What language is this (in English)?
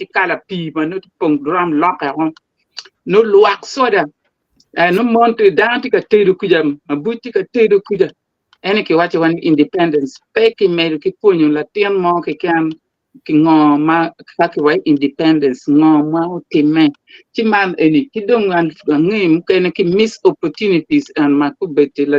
Acoli